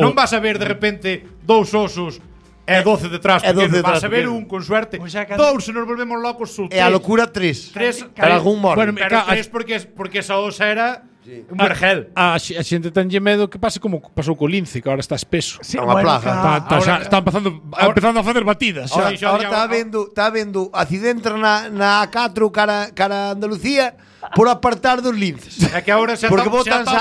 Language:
Galician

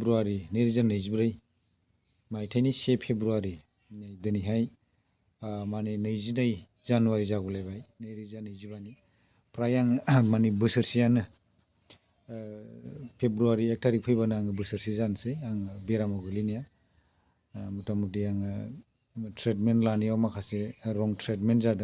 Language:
Bodo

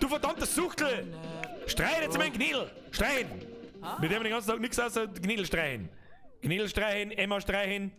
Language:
Bavarian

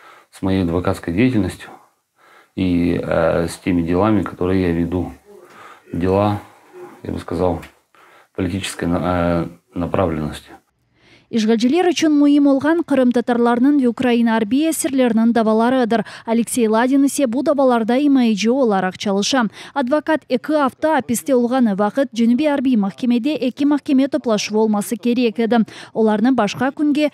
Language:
Crimean Tatar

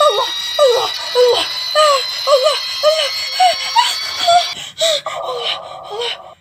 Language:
Minangkabau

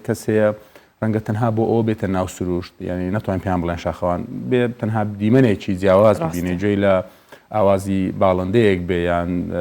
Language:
Central Kurdish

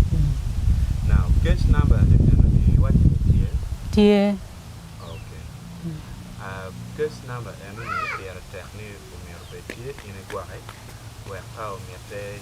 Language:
Acoli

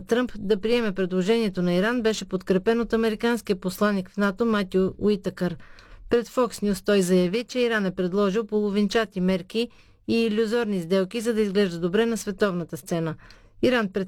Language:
Bulgarian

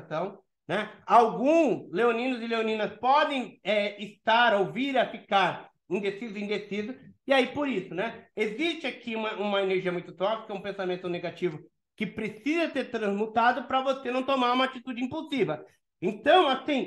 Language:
Portuguese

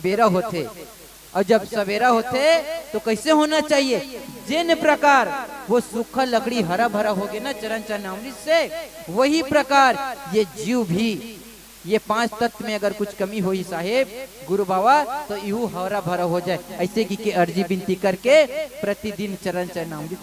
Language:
Chhattisgarhi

